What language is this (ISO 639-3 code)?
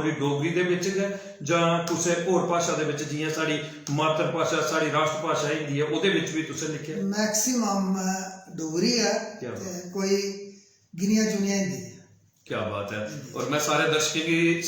doi